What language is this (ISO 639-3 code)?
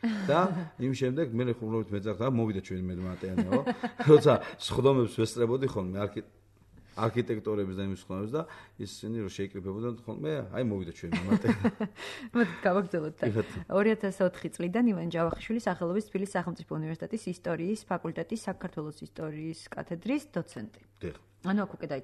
kat